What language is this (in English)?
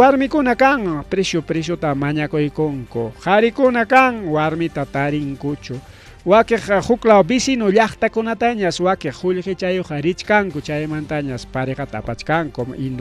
Ayacucho Quechua